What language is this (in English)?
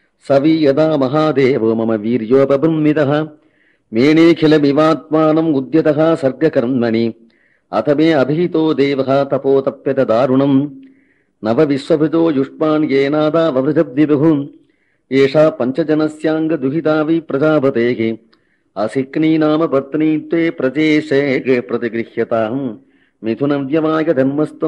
Sanskrit